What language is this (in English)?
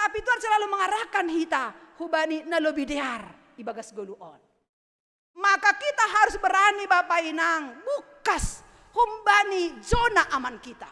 Batak Simalungun